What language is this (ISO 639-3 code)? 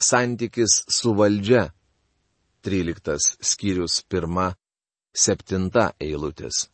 lit